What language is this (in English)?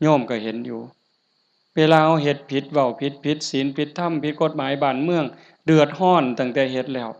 Northeastern Thai